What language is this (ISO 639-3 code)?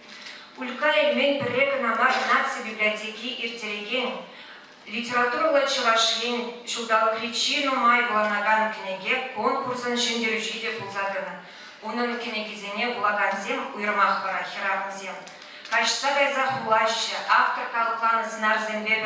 chv